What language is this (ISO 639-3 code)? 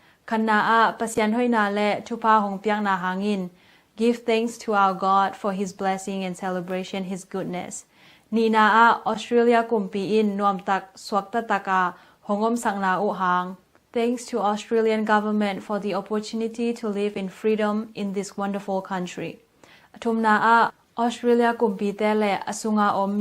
ctd